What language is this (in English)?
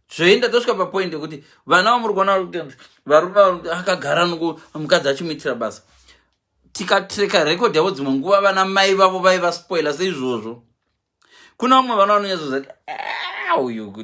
Shona